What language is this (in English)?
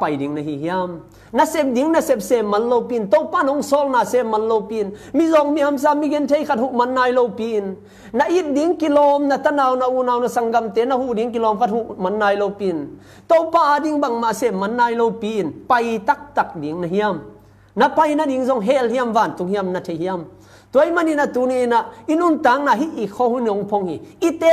Tedim Chin